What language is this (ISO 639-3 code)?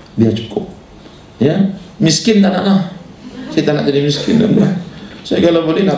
msa